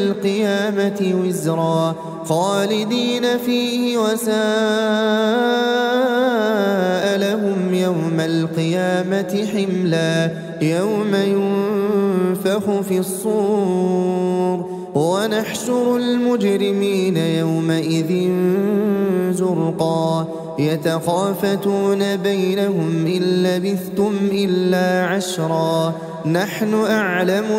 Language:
Arabic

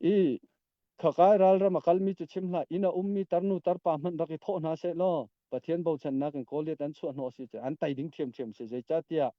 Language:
Hakha Chin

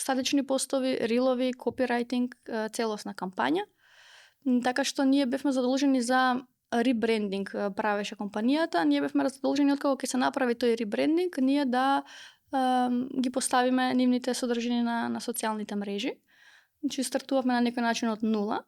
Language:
Macedonian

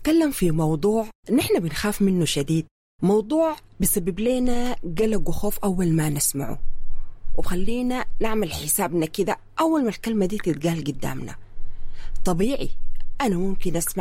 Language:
Sudanese Arabic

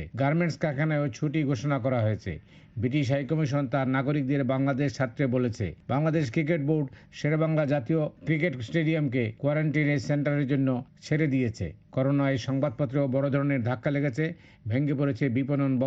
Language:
Bangla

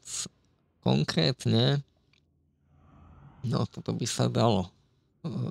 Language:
Slovak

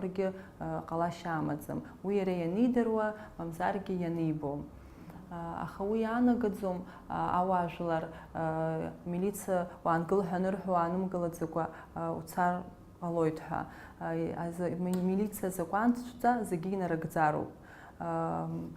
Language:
Abkhazian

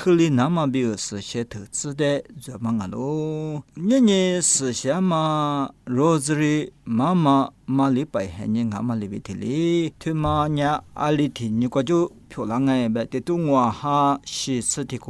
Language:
Lisu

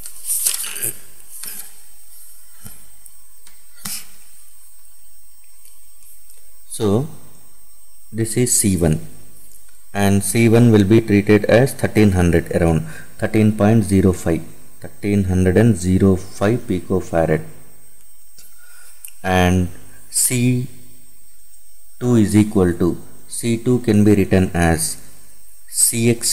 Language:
English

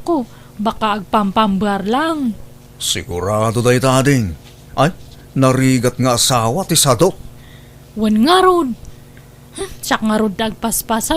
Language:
Iloko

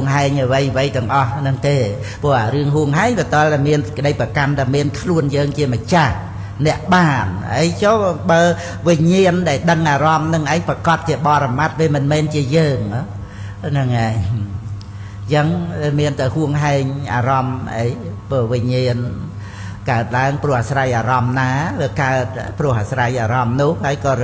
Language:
Khmer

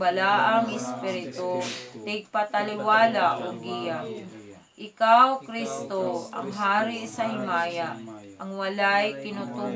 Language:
Cebuano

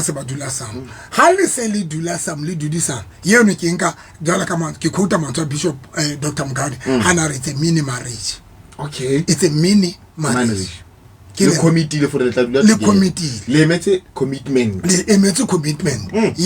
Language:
Southern Sotho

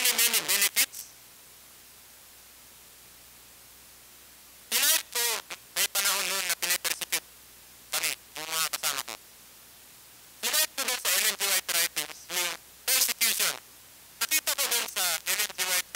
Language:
Filipino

